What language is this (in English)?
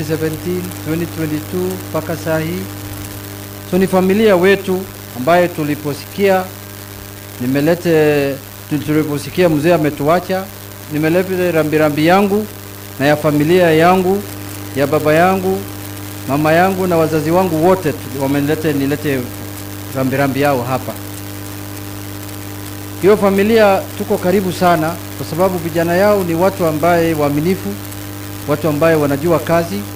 Swahili